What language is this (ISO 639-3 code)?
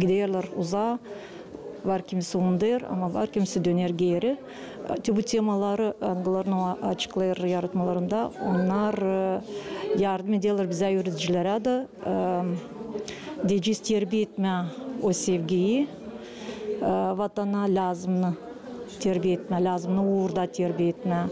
gag